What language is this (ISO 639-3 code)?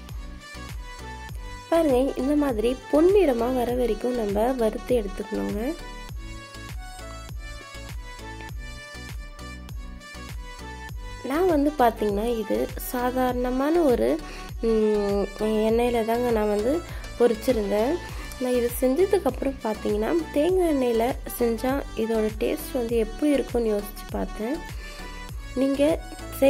tam